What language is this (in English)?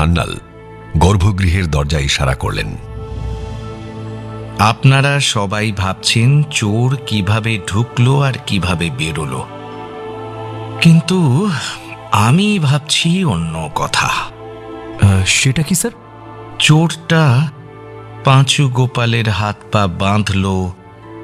Bangla